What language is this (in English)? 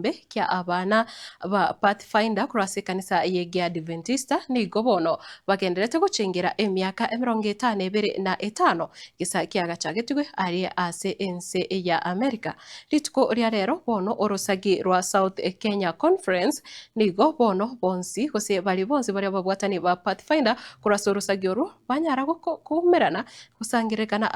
Gusii